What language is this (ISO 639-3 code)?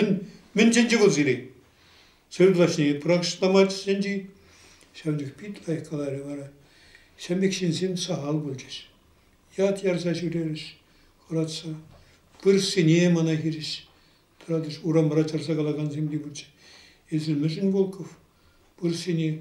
chv